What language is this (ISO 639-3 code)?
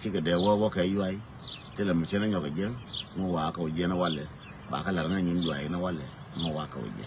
nus